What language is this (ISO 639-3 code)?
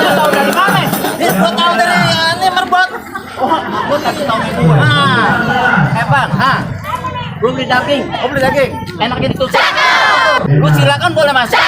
bew